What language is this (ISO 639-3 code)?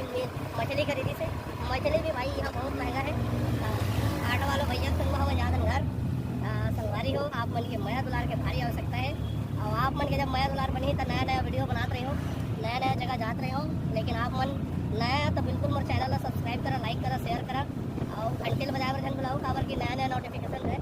hne